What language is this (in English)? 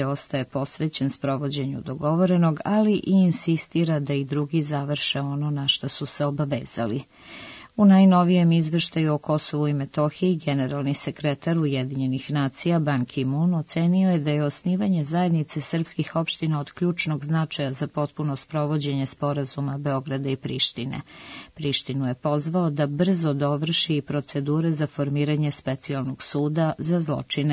Serbian